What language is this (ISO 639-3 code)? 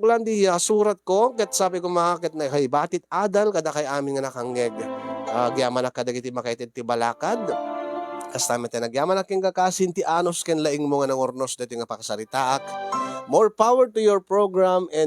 ilo